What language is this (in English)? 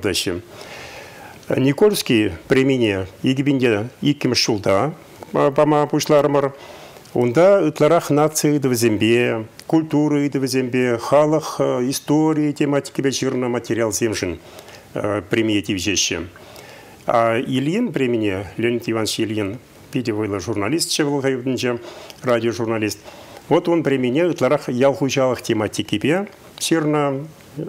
Chuvash